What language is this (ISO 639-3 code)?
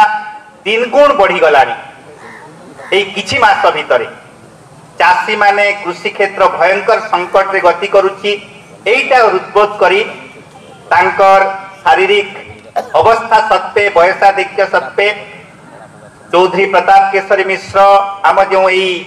ori